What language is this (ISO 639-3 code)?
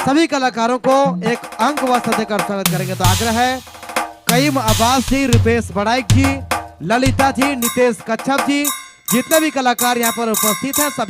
sck